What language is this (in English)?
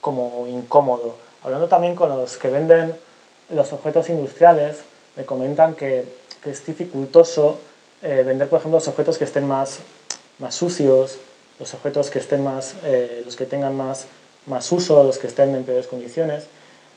Spanish